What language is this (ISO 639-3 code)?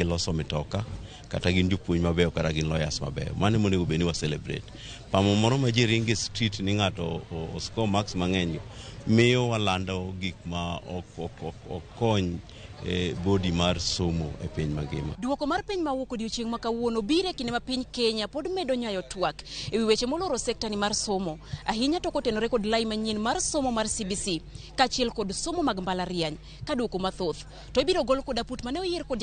luo